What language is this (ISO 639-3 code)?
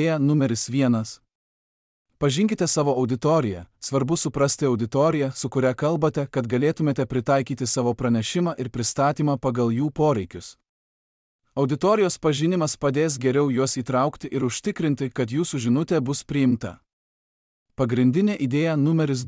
lit